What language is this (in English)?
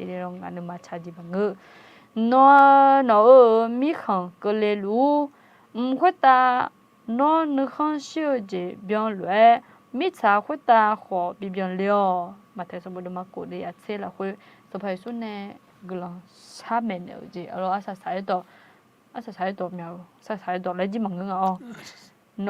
Akha